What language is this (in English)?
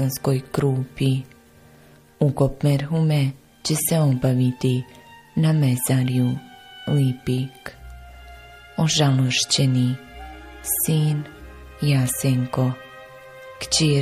Bosnian